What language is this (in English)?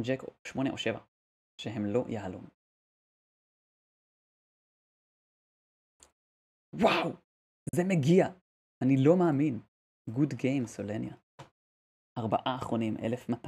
Hebrew